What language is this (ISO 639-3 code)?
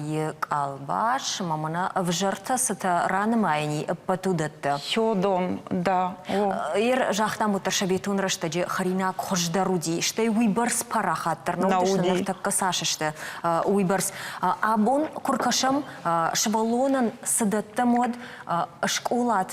oss